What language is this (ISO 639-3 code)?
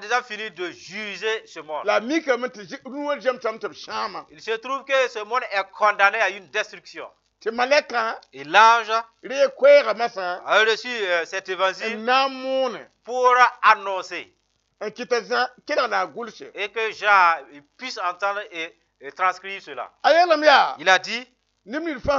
mos